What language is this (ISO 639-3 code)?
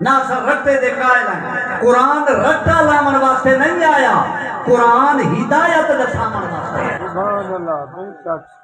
skr